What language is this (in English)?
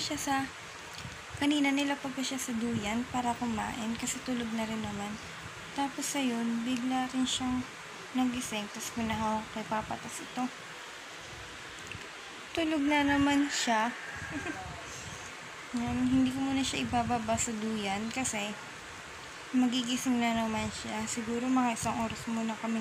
Filipino